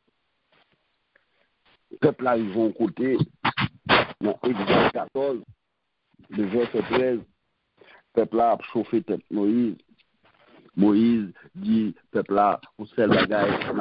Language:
Haitian Creole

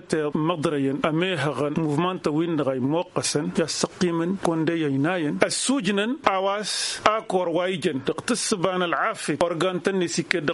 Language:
Tamasheq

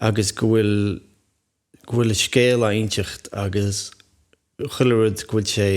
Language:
Irish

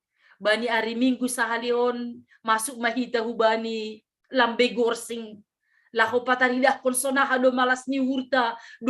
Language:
Batak Simalungun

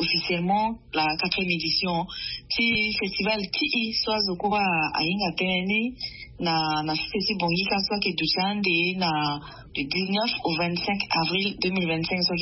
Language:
Sango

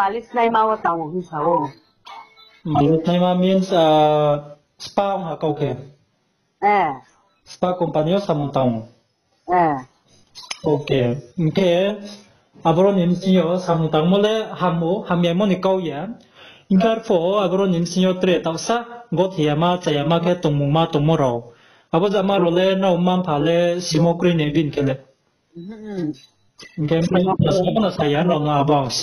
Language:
Riang (India)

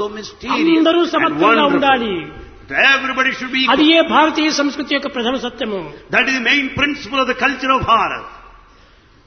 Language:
Telugu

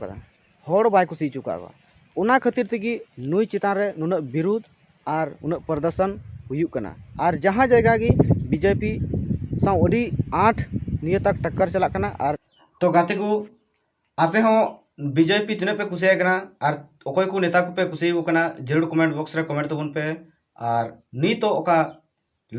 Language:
Santali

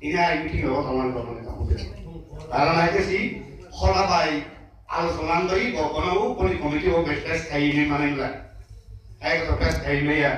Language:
Kok Borok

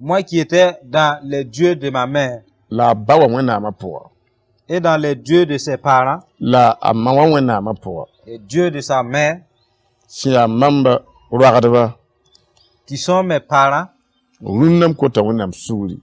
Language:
Mossi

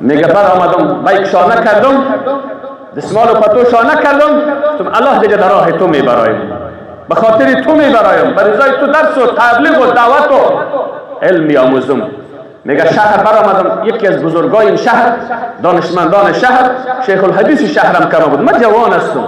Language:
Persian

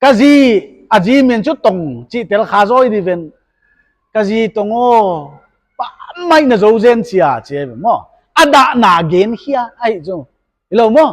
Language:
Paite Chin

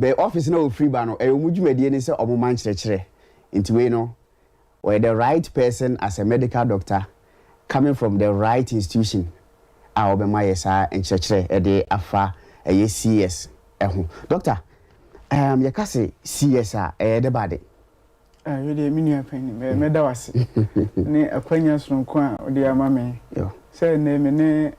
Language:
Akan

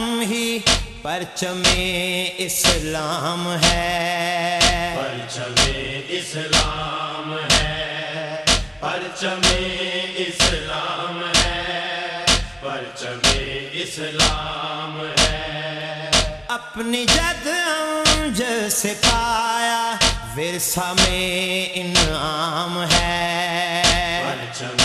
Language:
Urdu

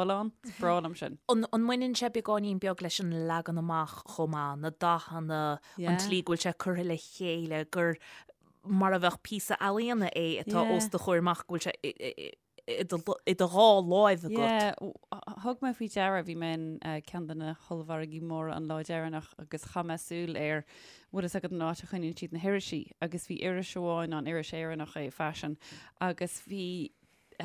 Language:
Irish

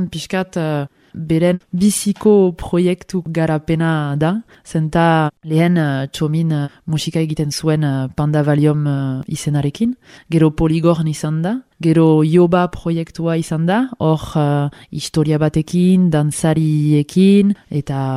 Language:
Basque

